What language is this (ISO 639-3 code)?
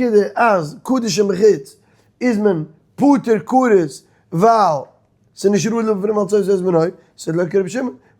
yid